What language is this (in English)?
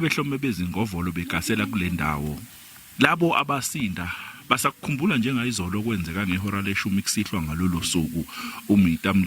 Zulu